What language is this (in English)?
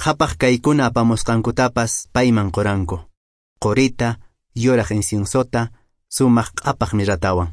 Quechua